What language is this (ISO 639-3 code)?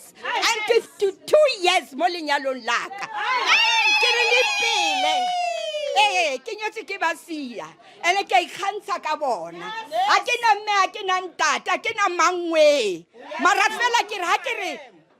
nso